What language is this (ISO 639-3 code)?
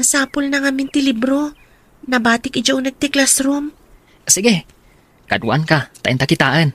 ilo